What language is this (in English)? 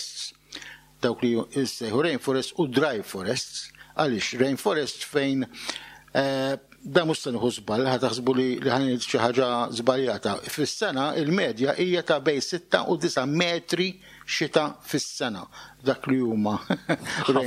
Maltese